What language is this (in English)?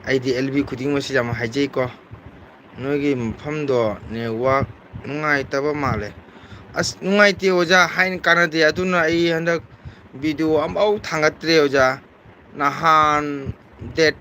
Manipuri